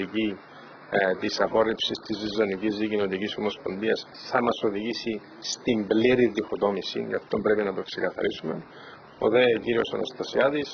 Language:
Greek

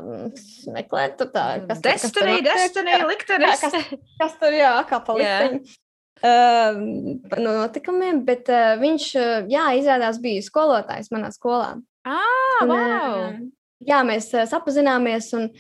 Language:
Latvian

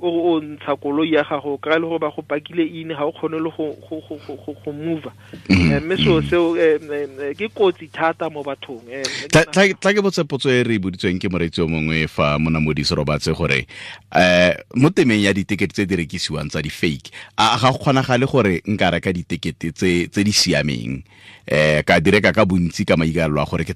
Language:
Tswana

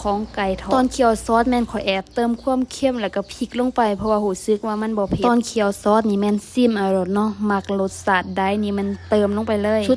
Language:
Lao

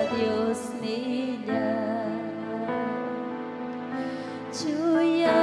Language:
Ayacucho Quechua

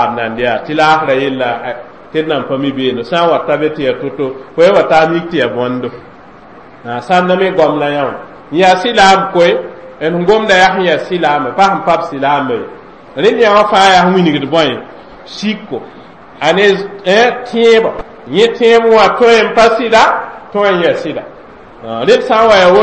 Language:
Mossi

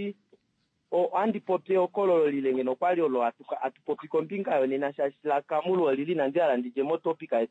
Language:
Kuanyama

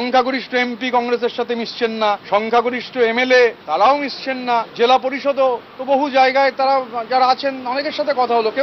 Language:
Bangla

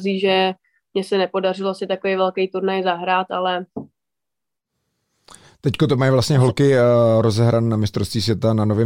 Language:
Czech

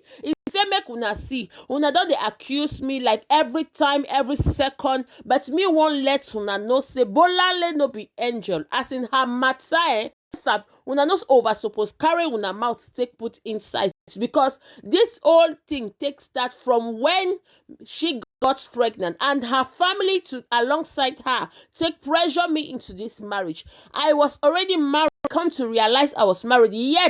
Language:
Nigerian Pidgin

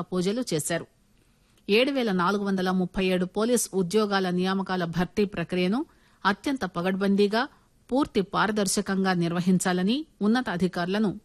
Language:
Telugu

